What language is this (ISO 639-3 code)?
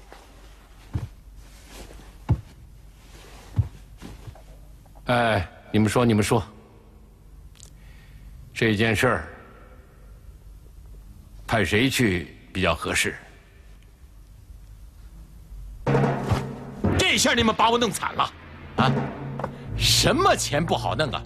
zho